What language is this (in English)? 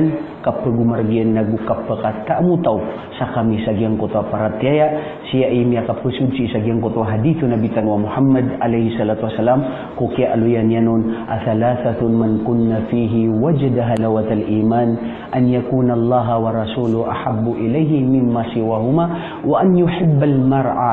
Maranao